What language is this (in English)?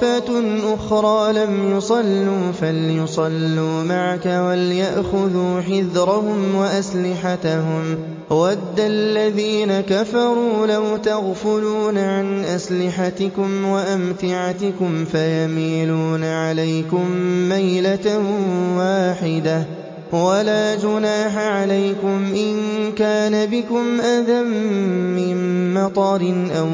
Arabic